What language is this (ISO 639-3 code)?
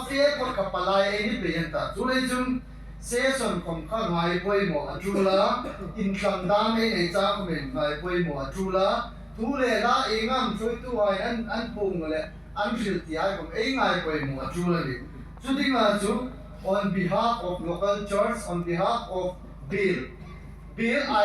hmr